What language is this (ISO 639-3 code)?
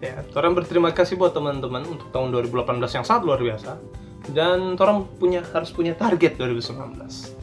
xmm